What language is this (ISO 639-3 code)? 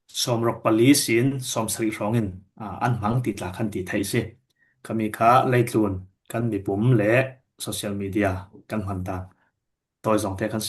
cfm